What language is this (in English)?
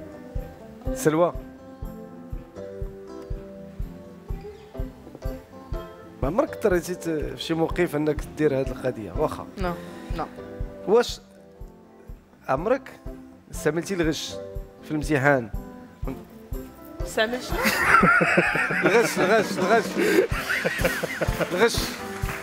Moroccan Arabic